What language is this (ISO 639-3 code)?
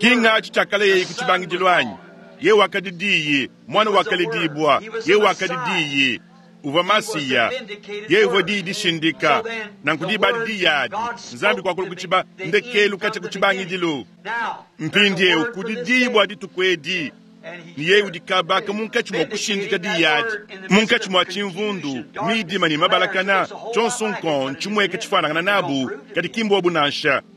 lua